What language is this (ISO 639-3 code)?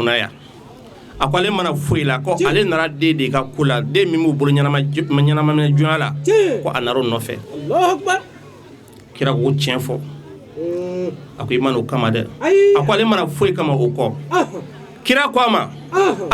bam